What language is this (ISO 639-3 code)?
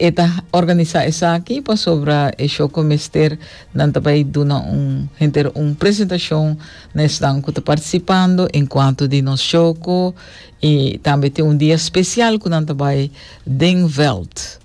pap